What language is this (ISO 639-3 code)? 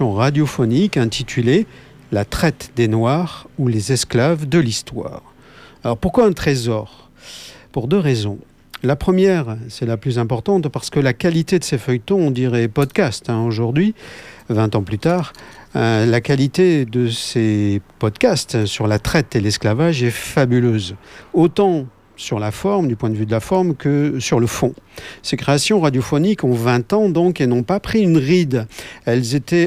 fra